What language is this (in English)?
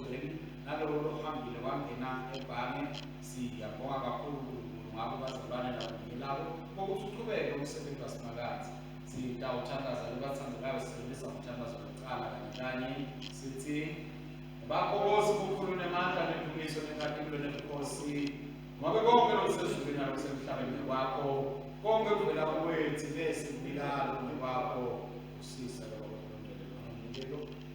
Swati